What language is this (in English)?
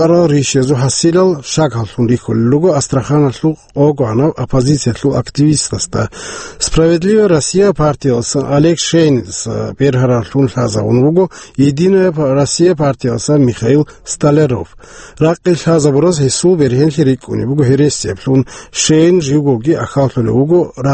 Avaric